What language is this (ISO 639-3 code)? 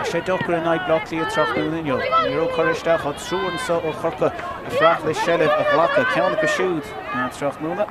gle